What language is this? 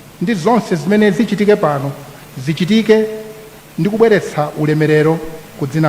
Nyanja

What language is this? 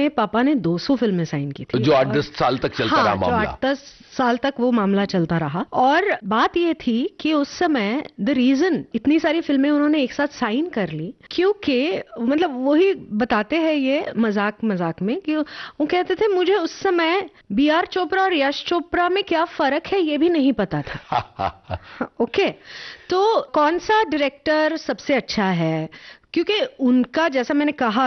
Hindi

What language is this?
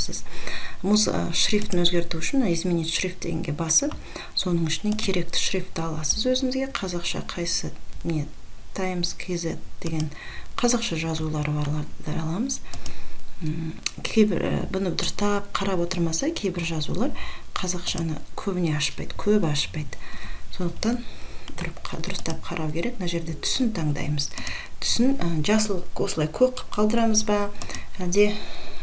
Kazakh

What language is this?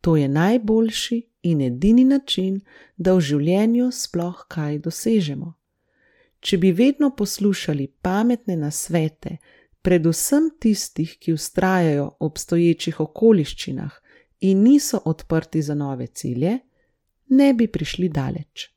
Slovenian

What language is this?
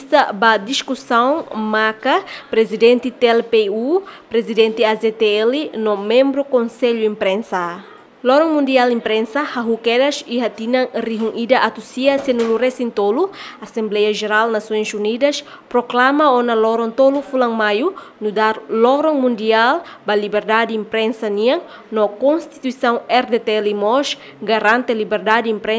Tetum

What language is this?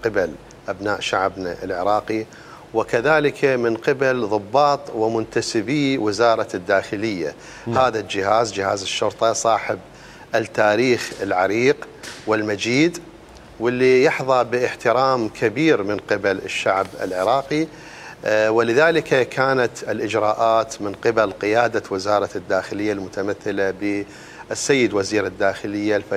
Mesopotamian Arabic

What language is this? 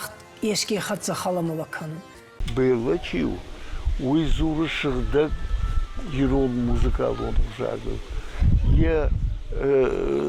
Ossetic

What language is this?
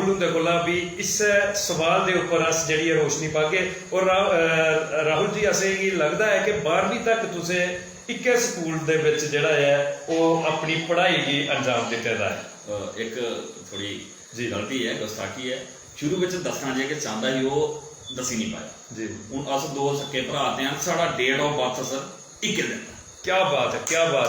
Dogri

